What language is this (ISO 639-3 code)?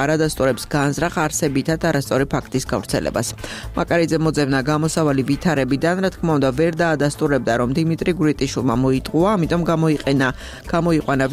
kat